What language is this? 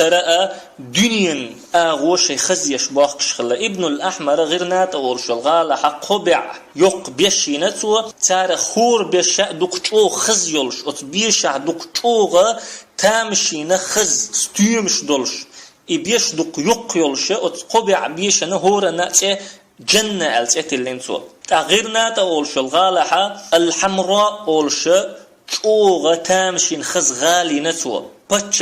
Chechen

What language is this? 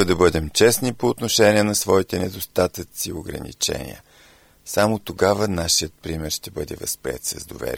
Bulgarian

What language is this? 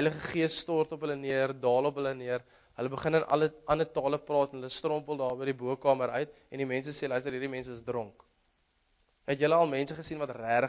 Afrikaans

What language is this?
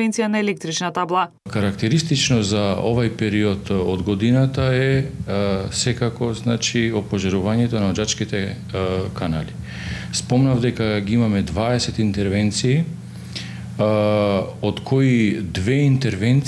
Macedonian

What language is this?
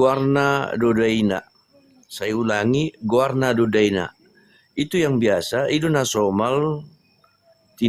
Batak Toba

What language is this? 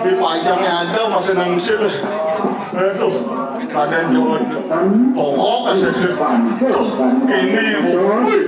Balinese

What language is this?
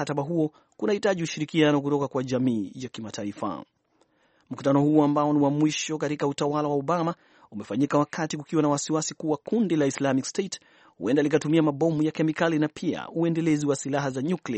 Swahili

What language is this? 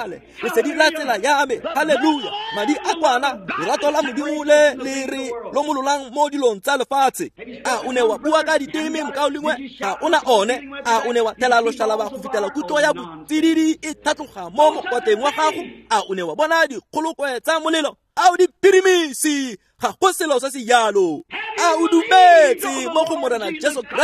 Tswana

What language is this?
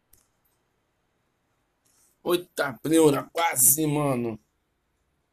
Portuguese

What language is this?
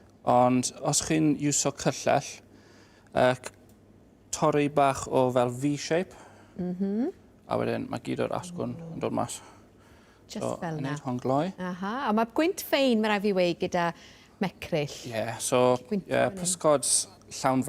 Welsh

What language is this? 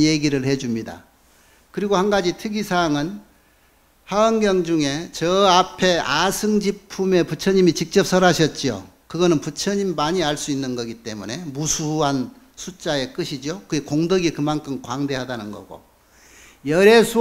Korean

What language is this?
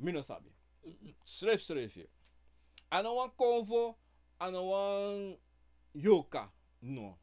Sranan Tongo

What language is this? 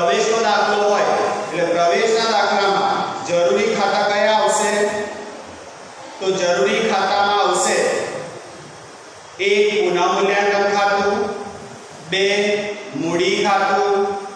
Gujarati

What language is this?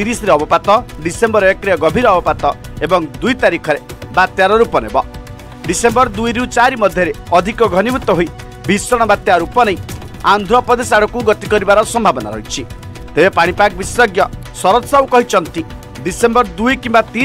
Odia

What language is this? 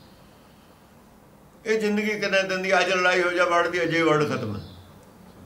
Punjabi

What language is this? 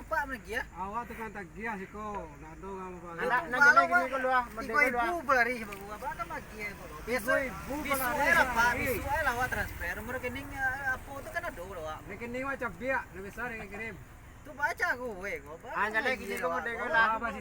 Minangkabau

